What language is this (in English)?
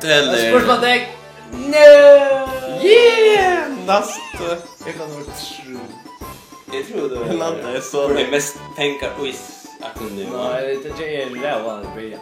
Faroese